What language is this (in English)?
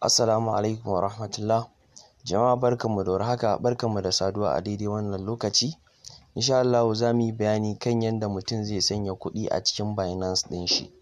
Hausa